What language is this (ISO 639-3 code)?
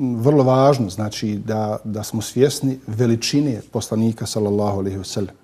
bos